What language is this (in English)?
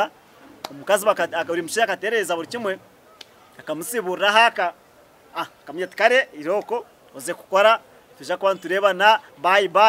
Nyankole